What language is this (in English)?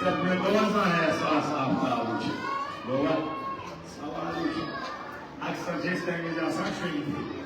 Kashmiri